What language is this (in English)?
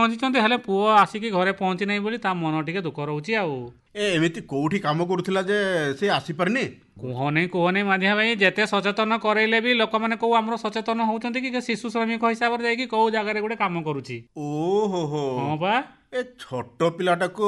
Odia